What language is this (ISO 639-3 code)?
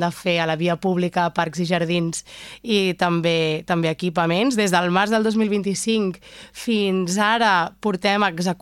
cat